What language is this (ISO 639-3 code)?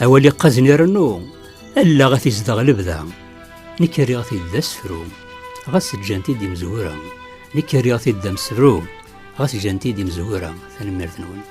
kab